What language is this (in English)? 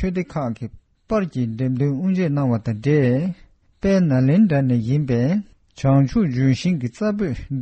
Tibetan